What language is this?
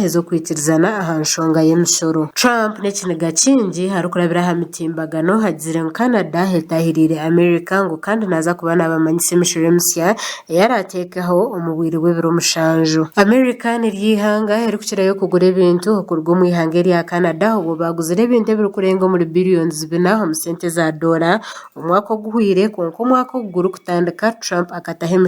Nyankole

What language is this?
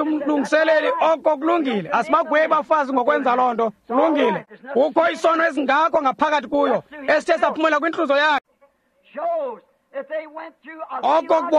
Xhosa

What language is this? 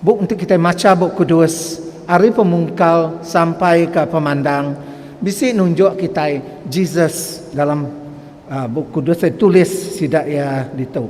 Iban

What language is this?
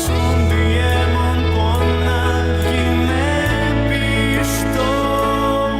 Udmurt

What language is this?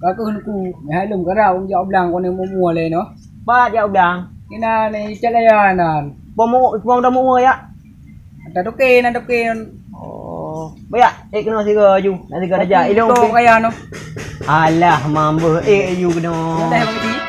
Achinese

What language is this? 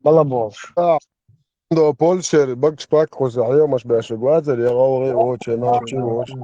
Chechen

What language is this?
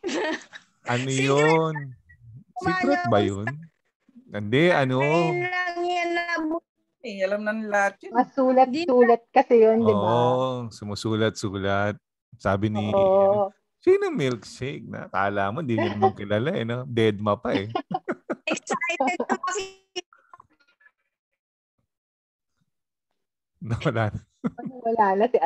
Filipino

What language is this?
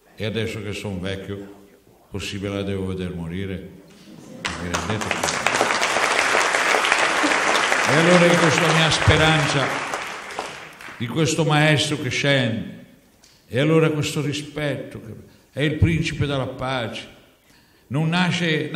Italian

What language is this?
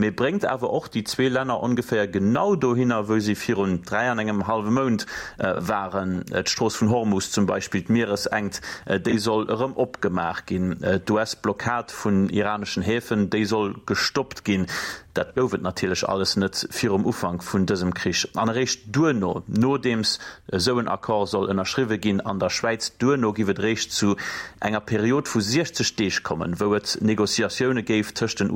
Luxembourgish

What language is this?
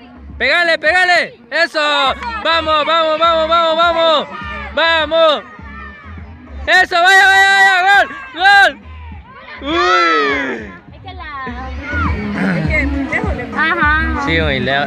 Spanish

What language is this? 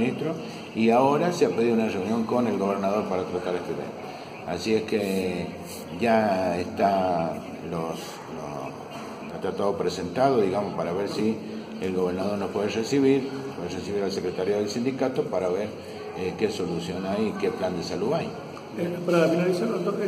Spanish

